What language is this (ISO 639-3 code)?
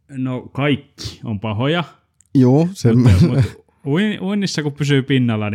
fin